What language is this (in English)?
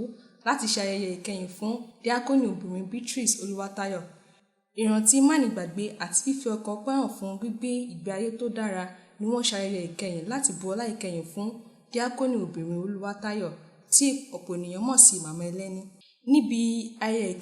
Yoruba